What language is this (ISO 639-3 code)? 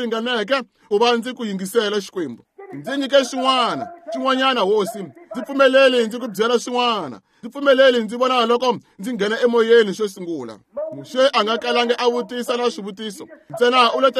tso